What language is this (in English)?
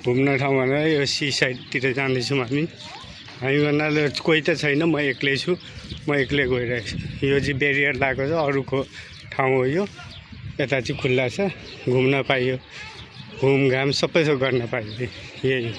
Nepali